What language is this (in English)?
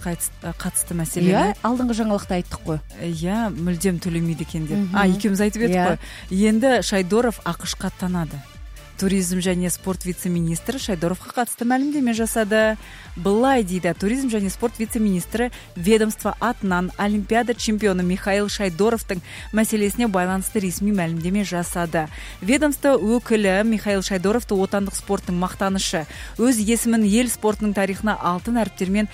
Kazakh